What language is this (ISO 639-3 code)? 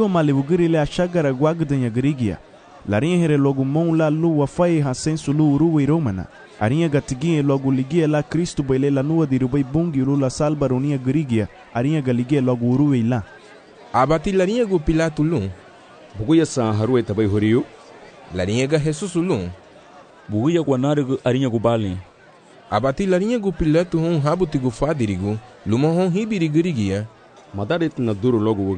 cab